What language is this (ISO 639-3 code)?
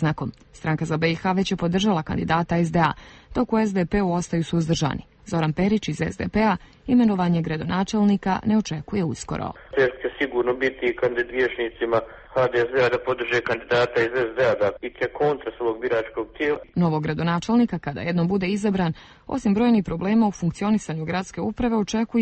bos